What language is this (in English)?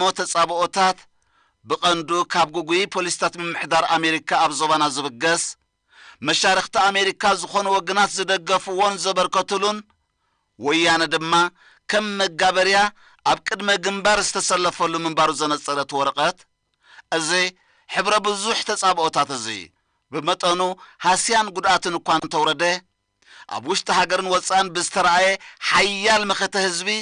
Tigrinya